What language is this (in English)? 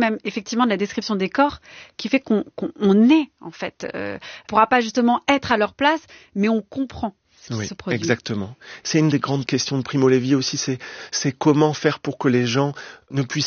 French